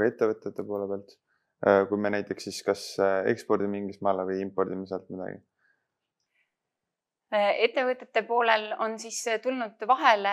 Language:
Estonian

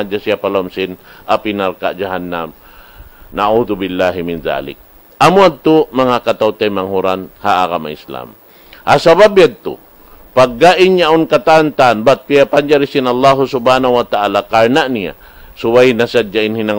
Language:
Tausug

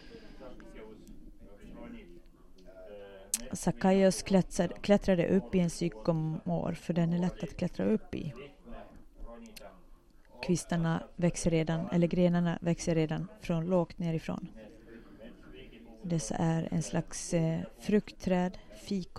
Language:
Swedish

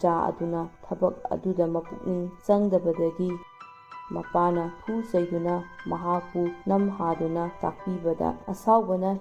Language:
Manipuri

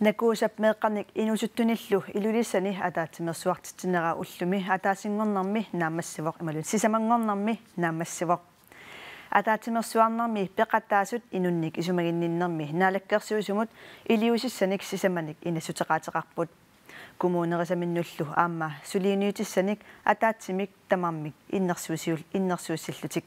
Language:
Kalaallisut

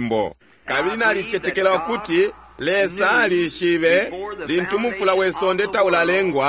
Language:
Bemba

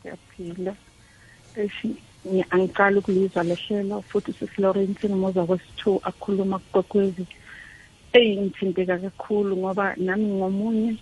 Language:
South Ndebele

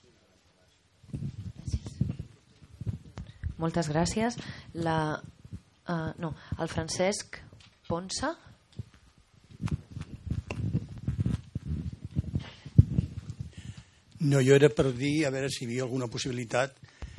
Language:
Catalan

